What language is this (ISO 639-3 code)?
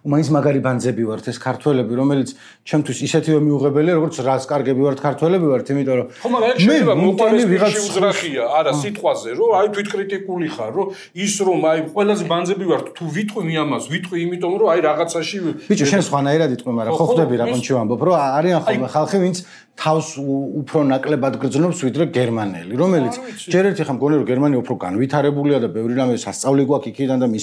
kat